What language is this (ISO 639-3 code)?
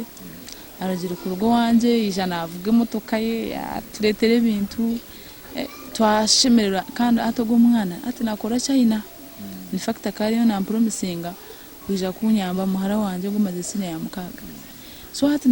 nyn